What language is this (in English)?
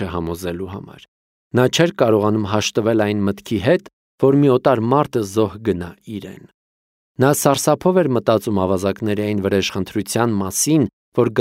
Armenian